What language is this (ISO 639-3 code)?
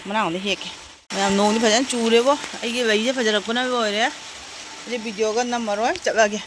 mni